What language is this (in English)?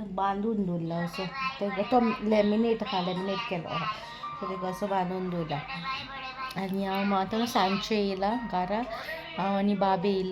Konkani